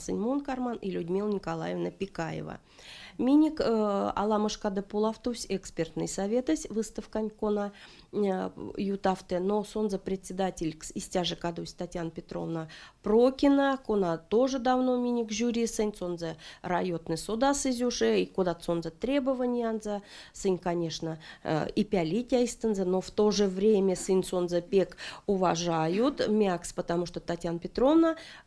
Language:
Erzya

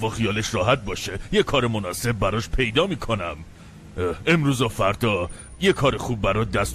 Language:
Persian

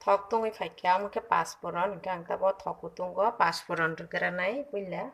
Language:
Kok Borok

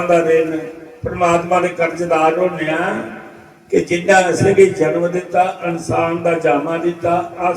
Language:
Dogri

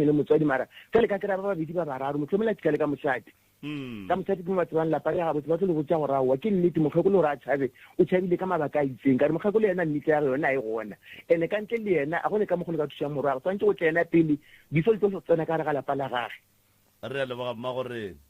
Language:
Northern Sotho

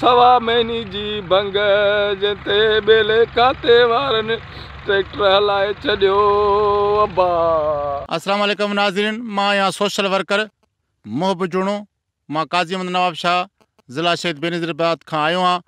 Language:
Sindhi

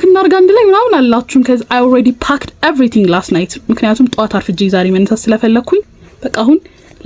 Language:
Amharic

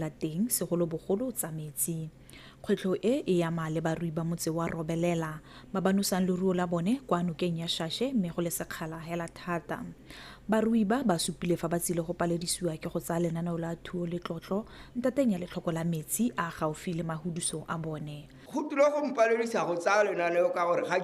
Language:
Tswana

